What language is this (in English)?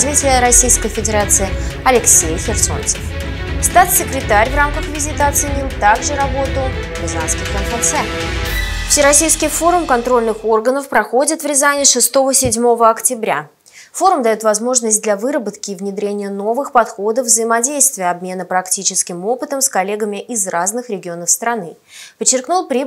Russian